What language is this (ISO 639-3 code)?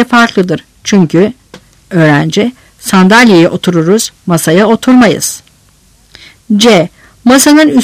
tur